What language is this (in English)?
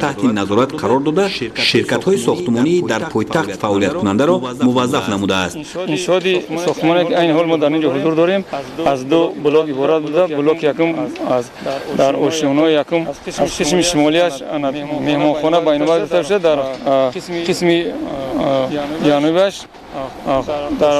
Tajik